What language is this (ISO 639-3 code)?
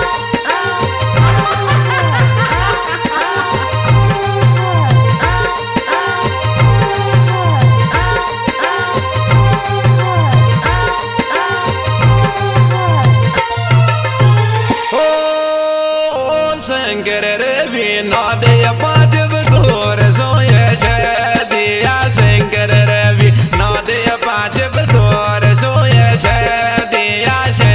bho